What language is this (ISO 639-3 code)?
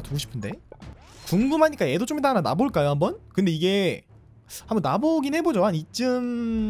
kor